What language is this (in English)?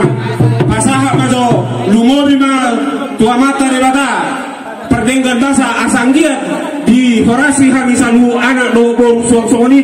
Batak Toba